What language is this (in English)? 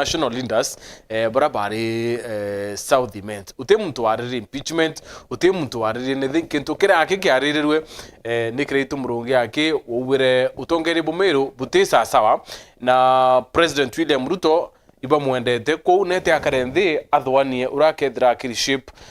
Meru